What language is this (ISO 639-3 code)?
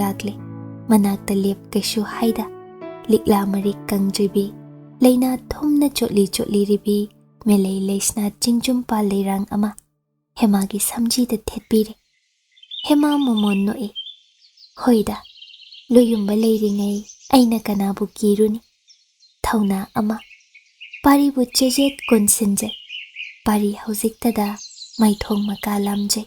mni